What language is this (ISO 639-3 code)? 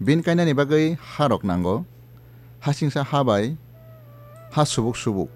trp